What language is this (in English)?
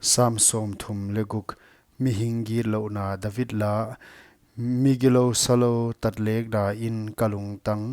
Paite Chin